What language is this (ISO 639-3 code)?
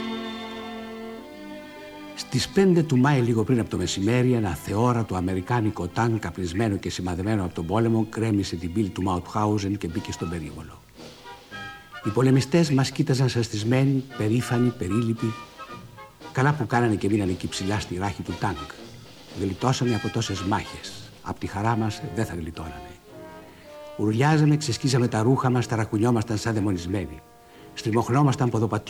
ell